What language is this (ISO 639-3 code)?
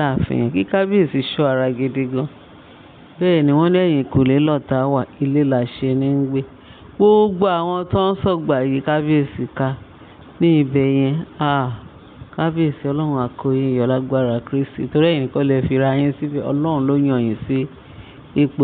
yor